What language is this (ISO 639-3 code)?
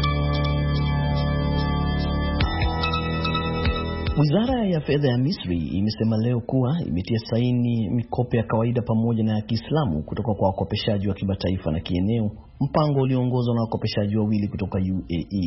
swa